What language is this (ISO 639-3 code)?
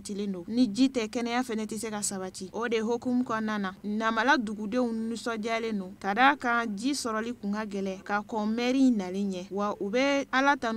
bam